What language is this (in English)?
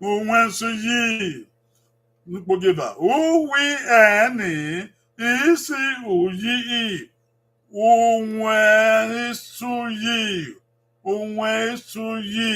Bini